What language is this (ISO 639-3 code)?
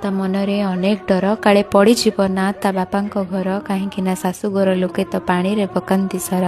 ori